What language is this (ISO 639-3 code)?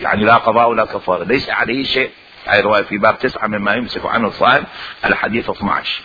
acm